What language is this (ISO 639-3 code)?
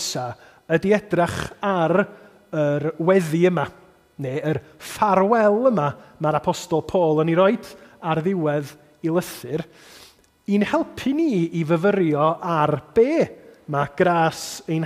cym